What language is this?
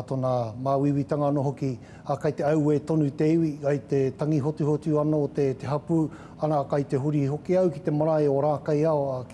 Māori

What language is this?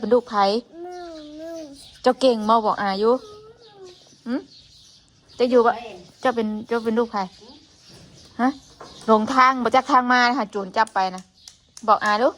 Northeastern Thai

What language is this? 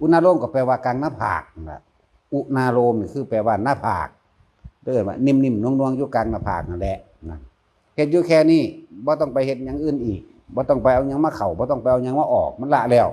Northeastern Thai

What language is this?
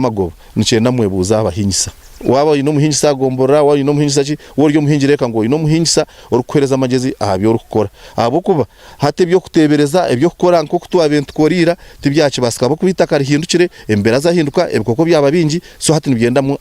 Nyankole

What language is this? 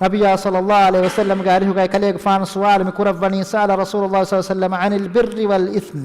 Divehi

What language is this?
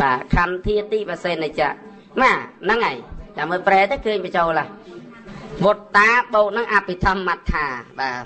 Khmer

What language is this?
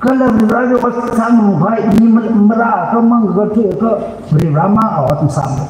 Tangkhul Naga (India)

